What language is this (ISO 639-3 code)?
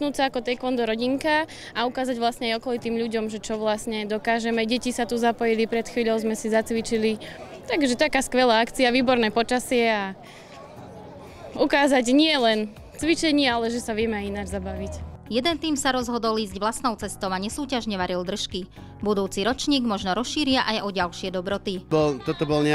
slk